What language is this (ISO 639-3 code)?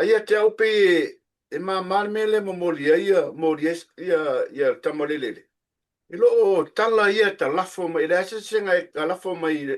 smo